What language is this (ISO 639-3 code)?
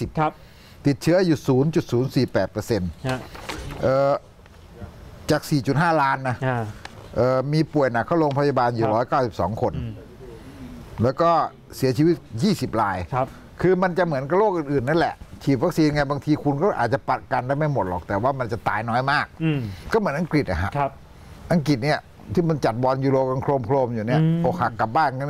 tha